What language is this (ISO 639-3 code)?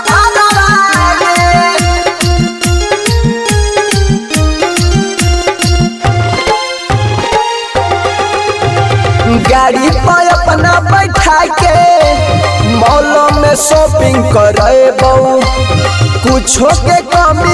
mag